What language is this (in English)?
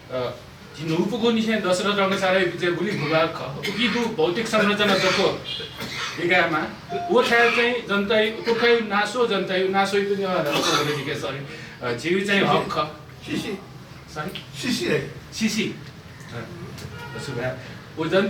Newari